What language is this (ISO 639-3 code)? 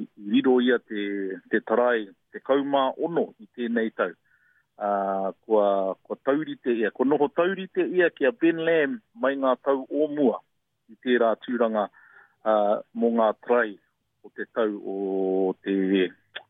mri